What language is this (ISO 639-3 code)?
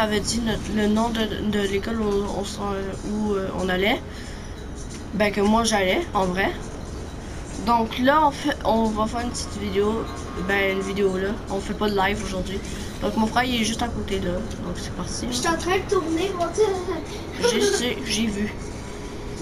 fra